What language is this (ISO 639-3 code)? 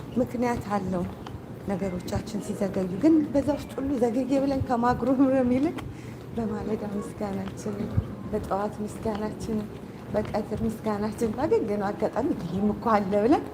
amh